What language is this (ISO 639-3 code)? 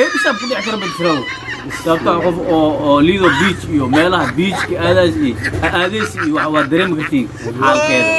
som